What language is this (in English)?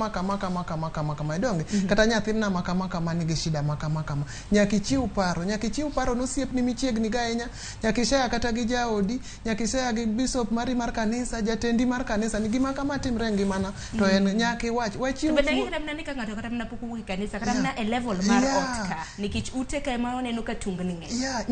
Luo (Kenya and Tanzania)